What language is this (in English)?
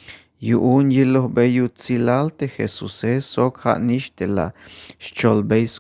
Tzeltal